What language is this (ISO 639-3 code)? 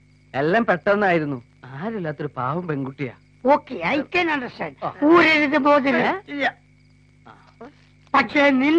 mal